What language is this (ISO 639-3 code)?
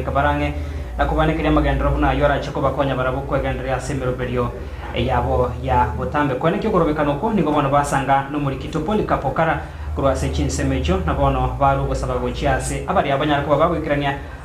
guz